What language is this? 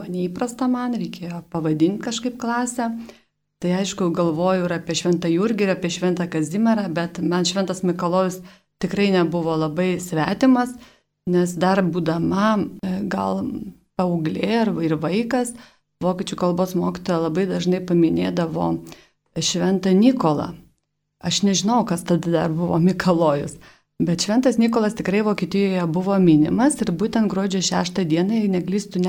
Lithuanian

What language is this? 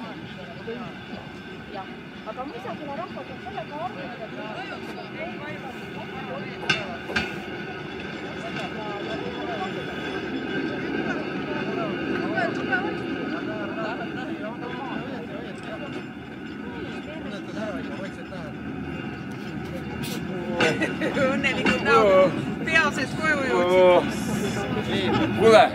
Estonian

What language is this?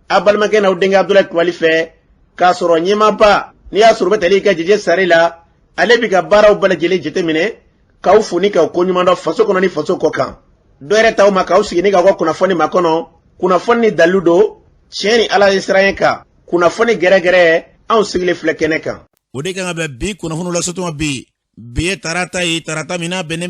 Bambara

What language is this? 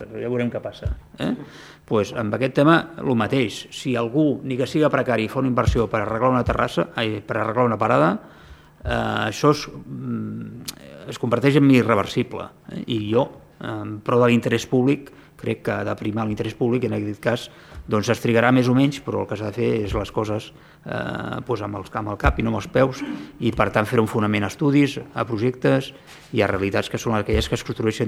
Catalan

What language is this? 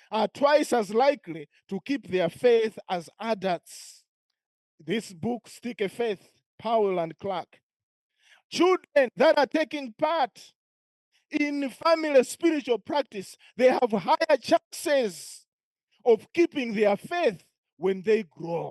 English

